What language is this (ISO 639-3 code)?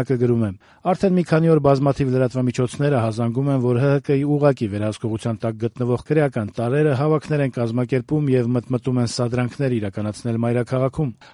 hye